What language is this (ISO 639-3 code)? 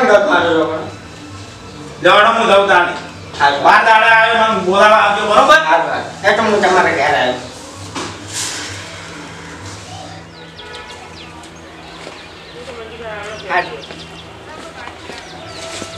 guj